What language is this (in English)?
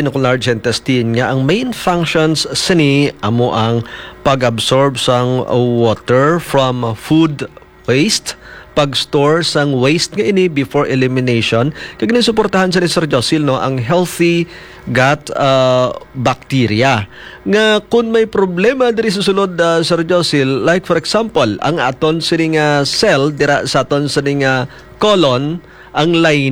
Hiligaynon